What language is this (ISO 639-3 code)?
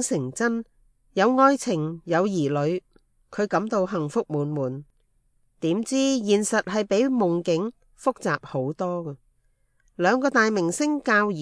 yue